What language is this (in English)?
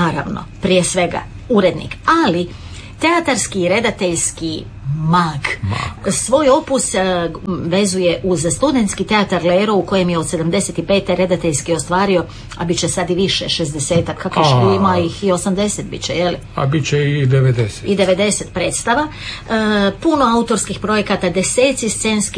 Croatian